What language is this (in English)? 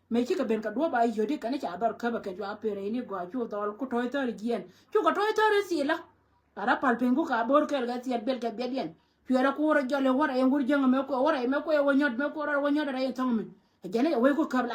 Nuer